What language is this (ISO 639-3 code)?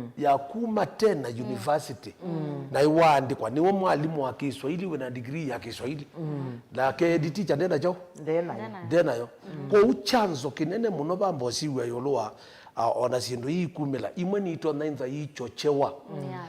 kam